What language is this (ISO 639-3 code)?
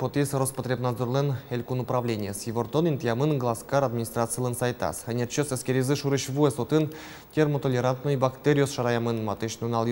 udm